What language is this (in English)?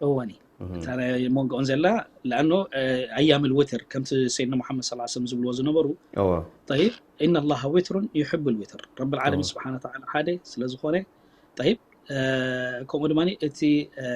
Tigrinya